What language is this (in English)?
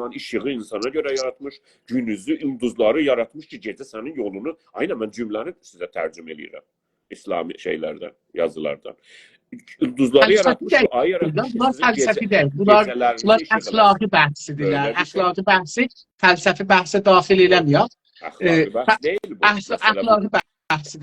South Azerbaijani